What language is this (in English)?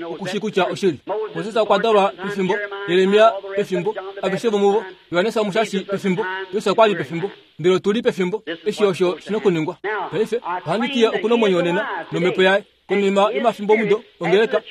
Kuanyama